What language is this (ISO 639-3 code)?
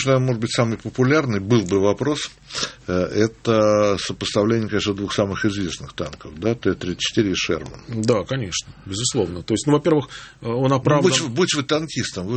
rus